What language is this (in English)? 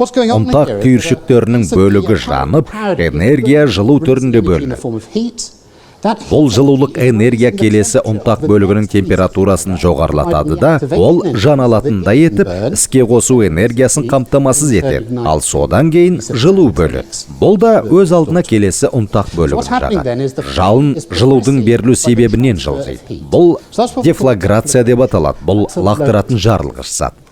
Kazakh